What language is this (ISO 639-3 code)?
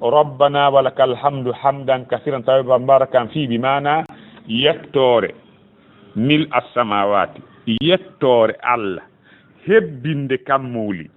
ful